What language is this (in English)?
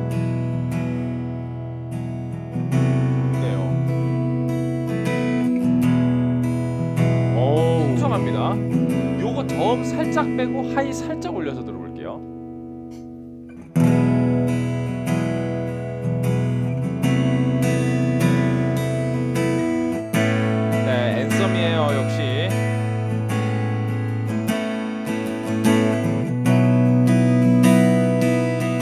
Korean